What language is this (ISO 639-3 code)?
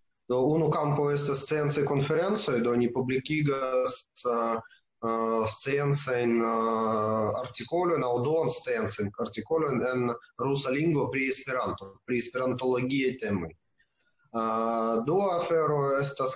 epo